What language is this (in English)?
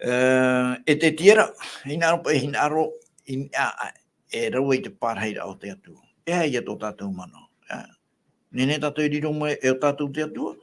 Tahitian